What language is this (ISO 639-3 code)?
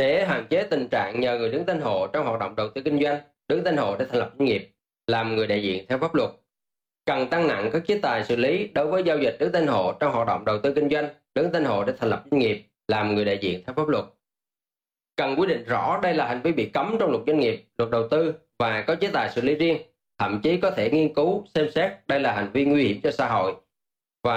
vie